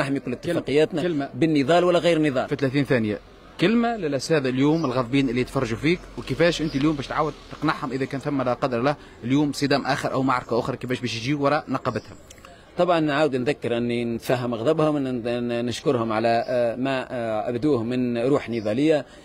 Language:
Tunisian Arabic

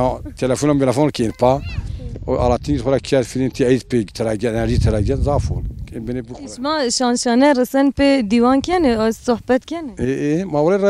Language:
Zaza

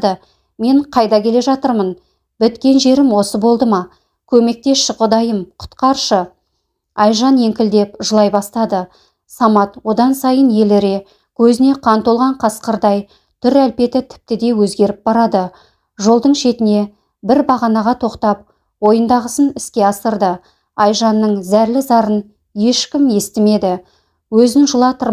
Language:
Kazakh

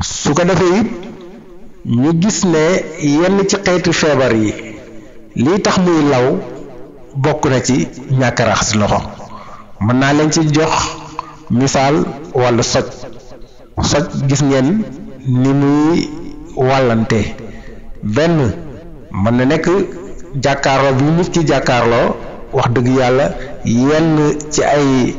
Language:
Wolof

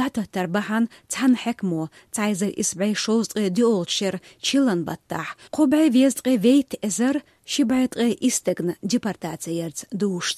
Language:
Chechen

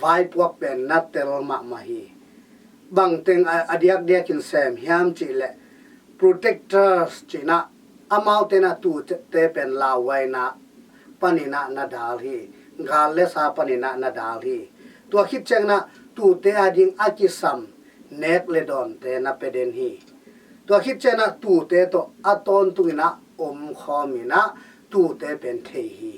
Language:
Tedim Chin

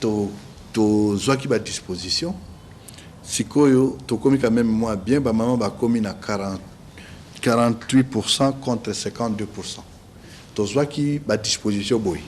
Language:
Lingala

